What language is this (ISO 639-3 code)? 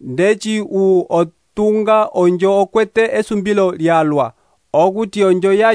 umb